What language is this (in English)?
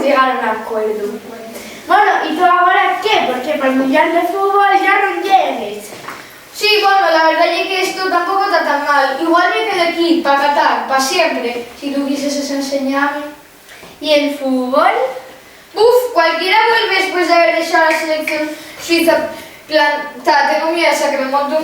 Asturian